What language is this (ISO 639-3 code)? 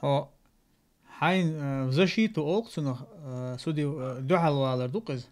che